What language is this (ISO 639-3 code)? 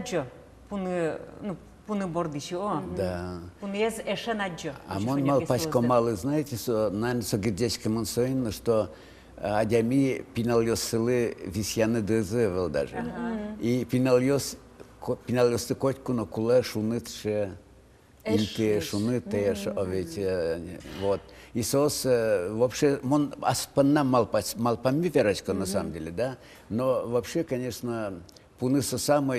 udm